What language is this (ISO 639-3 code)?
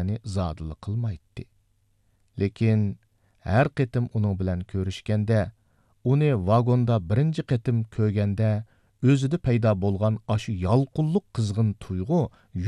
uig